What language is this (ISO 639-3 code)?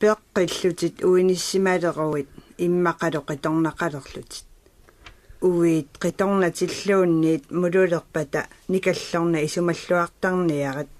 kal